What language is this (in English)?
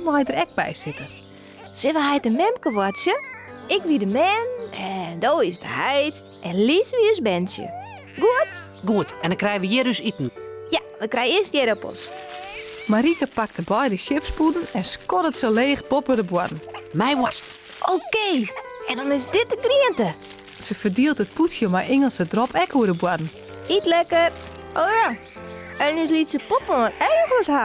Western Frisian